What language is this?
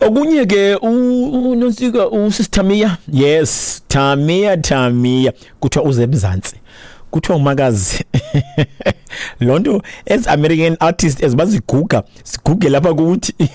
Xhosa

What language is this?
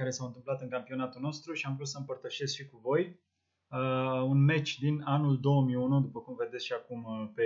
Romanian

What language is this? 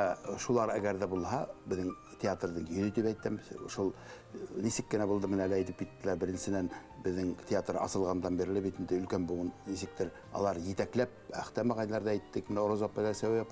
Bashkir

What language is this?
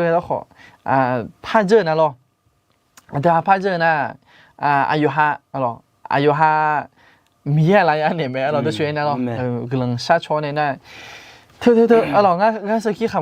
Akha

